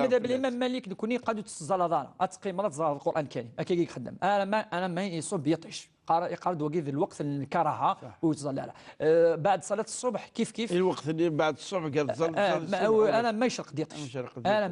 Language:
Kabyle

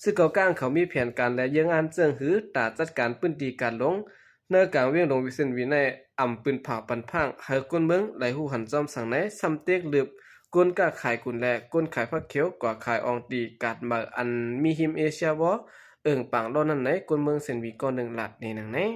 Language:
Shan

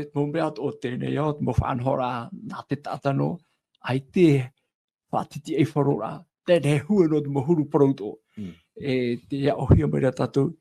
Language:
Tahitian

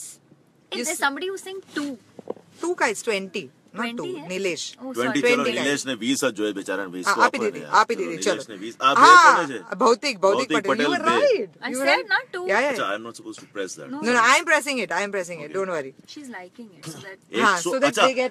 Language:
Gujarati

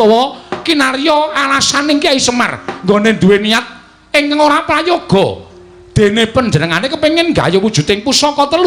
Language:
Javanese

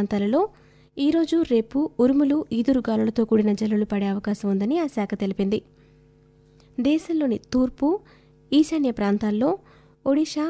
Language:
Telugu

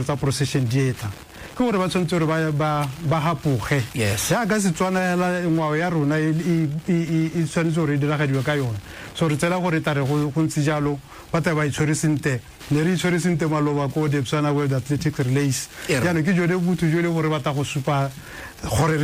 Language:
Tswana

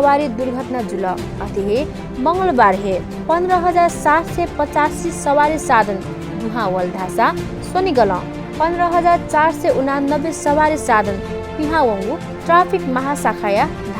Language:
Newari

